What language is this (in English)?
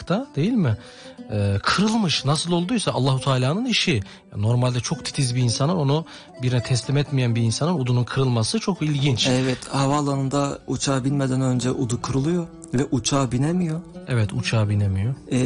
Turkish